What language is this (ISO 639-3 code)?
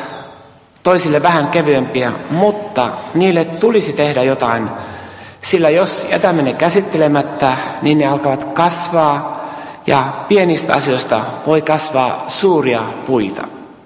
fin